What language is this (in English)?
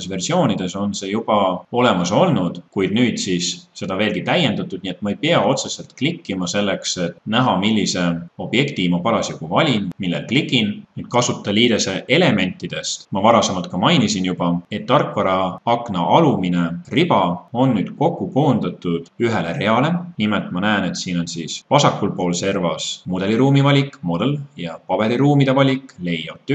Estonian